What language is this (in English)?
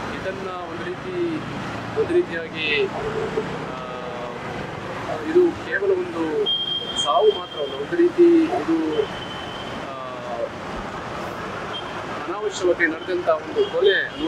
Kannada